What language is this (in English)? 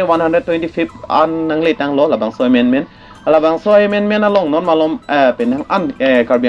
Karbi